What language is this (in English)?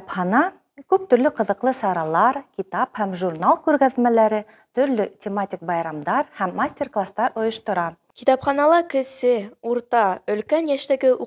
Bashkir